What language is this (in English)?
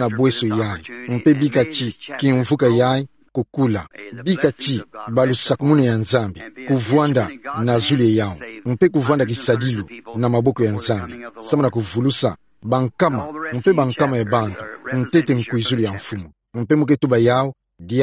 Kituba (Democratic Republic of Congo)